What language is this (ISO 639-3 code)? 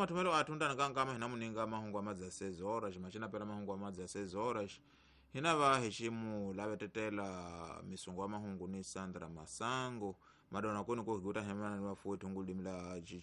tso